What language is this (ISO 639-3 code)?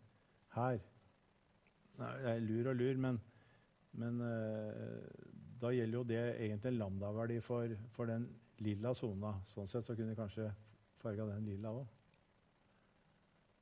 nor